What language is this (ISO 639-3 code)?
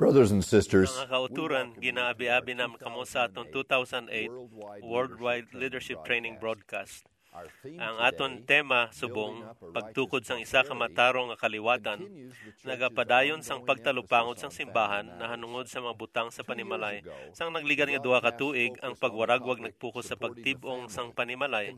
hil